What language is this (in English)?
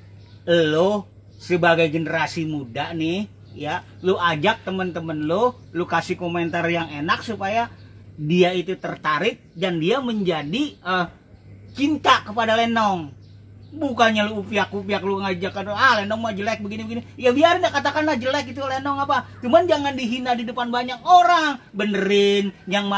Betawi